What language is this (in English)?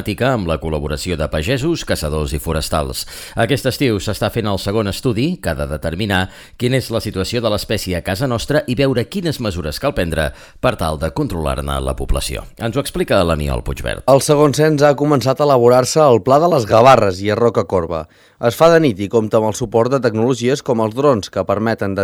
Catalan